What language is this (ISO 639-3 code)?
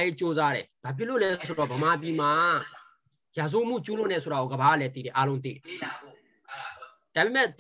mya